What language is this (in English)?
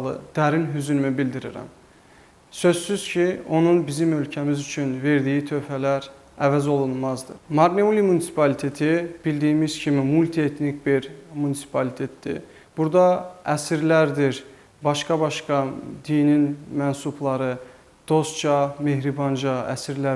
Azerbaijani